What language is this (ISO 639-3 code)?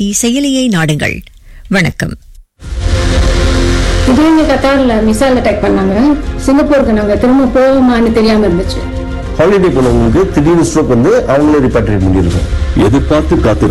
tam